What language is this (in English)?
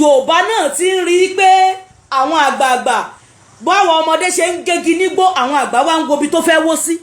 Yoruba